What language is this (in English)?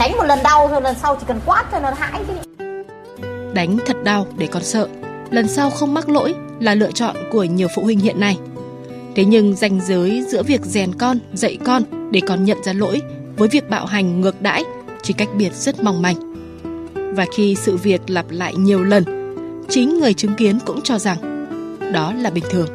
Vietnamese